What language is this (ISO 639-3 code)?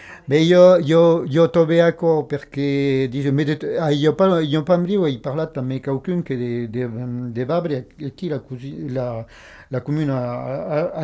oci